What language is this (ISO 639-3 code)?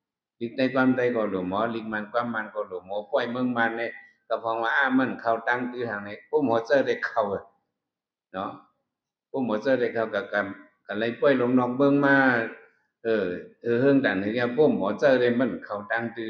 shn